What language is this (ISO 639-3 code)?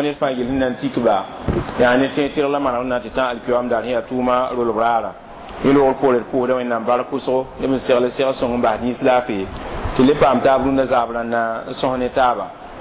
mos